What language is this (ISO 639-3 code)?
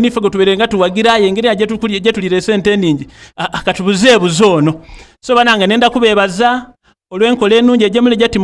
xog